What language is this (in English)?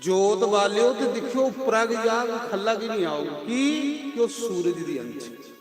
Dogri